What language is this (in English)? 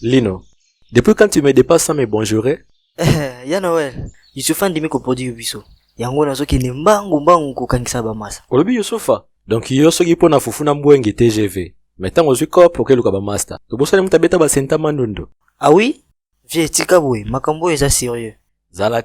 Lingala